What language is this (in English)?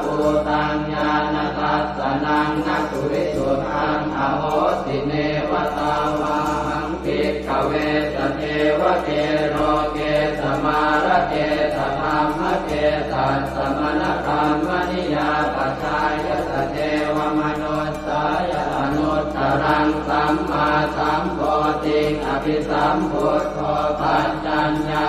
Pali